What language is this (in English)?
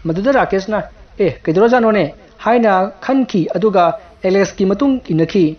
Manipuri